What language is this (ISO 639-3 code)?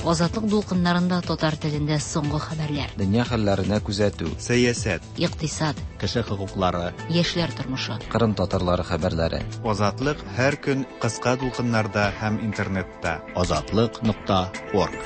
tat